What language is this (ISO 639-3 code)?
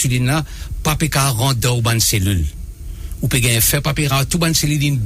mfe